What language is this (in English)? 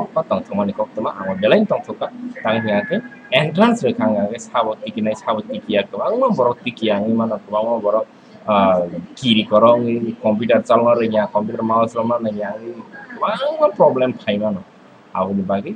Kok Borok